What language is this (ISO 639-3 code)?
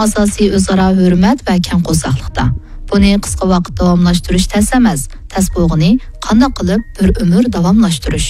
uig